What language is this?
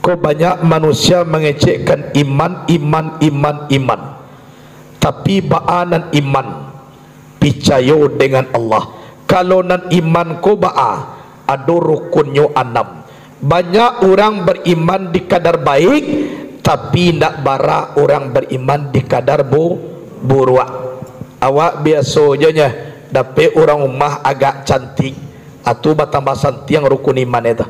Minangkabau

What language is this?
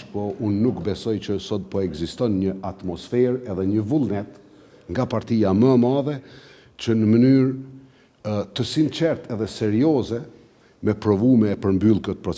Albanian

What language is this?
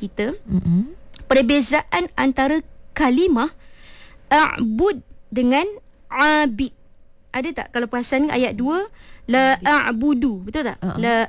Malay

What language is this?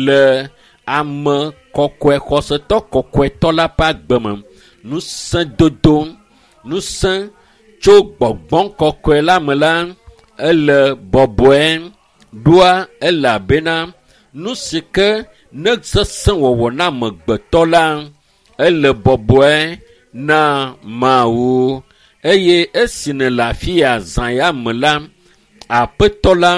Ewe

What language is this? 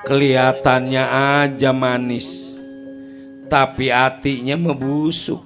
Betawi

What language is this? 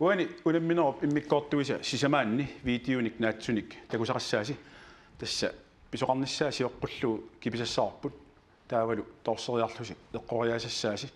Kalaallisut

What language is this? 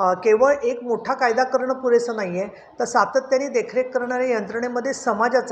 Marathi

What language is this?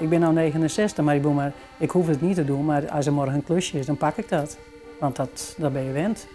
Western Frisian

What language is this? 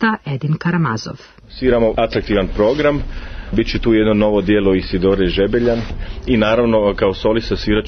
Serbian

